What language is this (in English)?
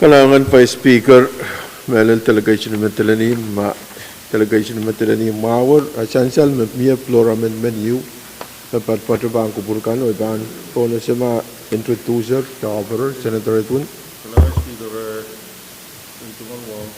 Pohnpeian